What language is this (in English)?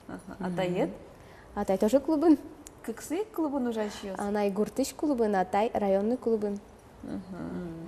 Udmurt